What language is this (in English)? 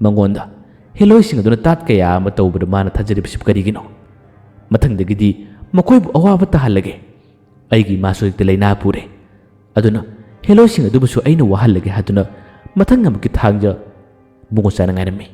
Manipuri